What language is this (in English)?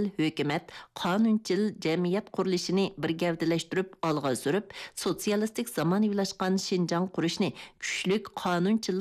Uyghur